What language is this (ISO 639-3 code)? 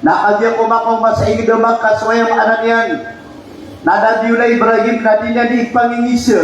mrw